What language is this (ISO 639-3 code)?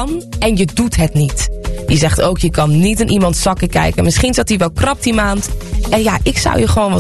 nld